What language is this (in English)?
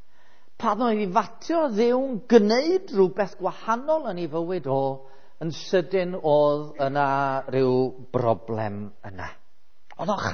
Welsh